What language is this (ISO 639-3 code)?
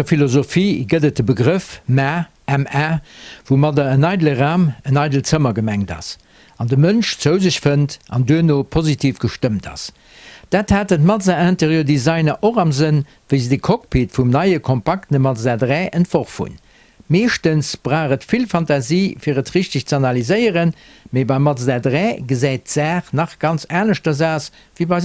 ltz